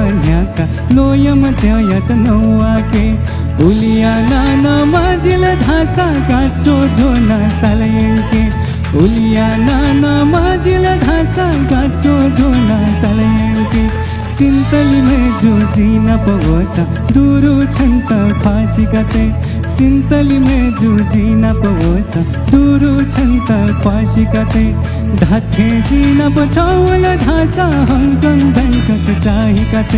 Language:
Newari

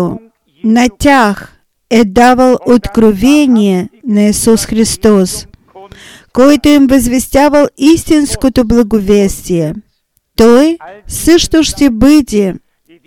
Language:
Bulgarian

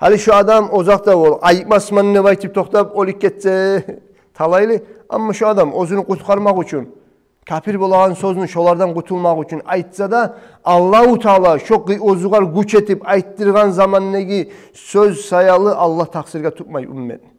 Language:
Kumyk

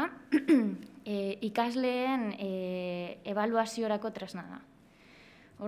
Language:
Basque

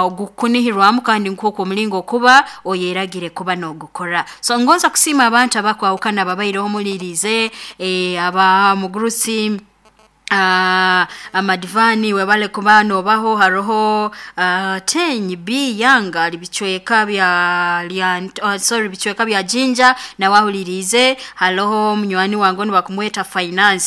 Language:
Nyoro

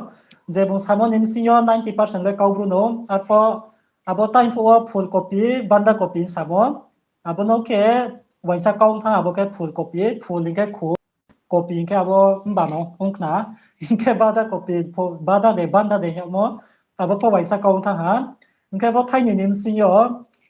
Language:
Riang (India)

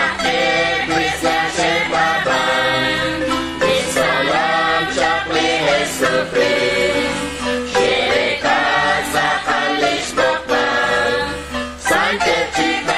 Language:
Kekchí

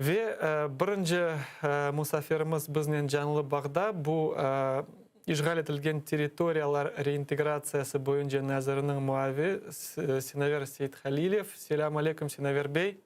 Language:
Crimean Tatar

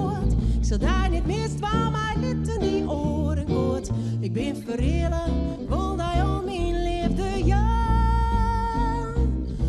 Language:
Western Frisian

